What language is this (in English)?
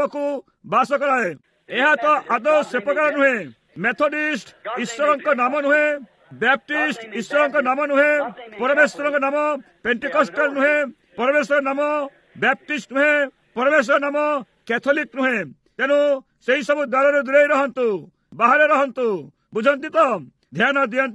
Odia